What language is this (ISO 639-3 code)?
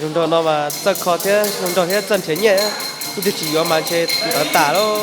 hmn